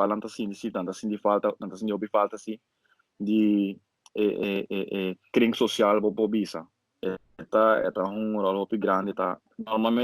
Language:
Papiamento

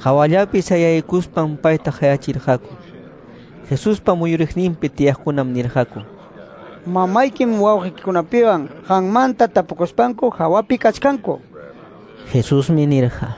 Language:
Quechua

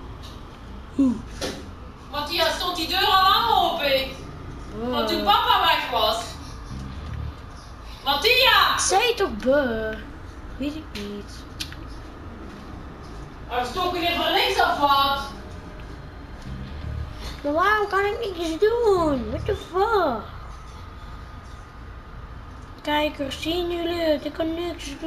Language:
Dutch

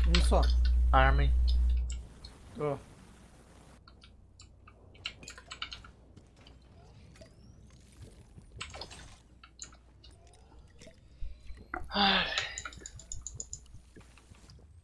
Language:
Portuguese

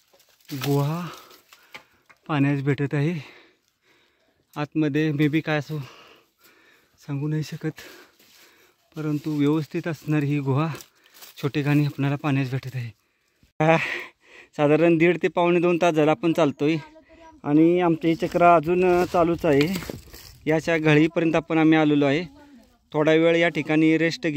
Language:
Marathi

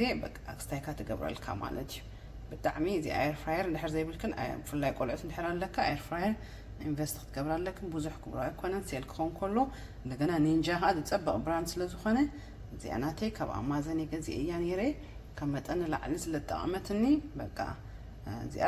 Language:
Tigrinya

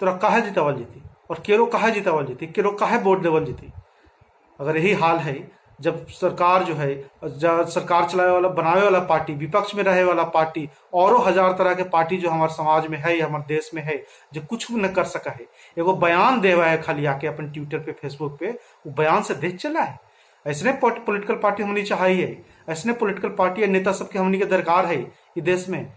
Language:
Magahi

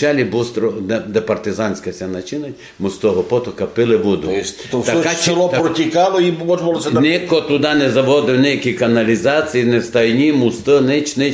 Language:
Rusyn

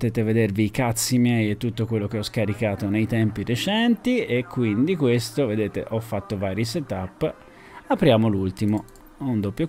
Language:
Italian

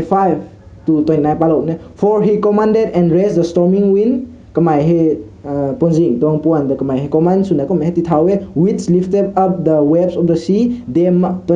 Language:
Rongmei Naga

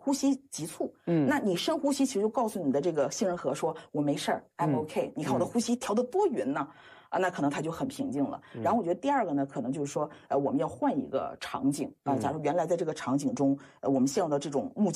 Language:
Chinese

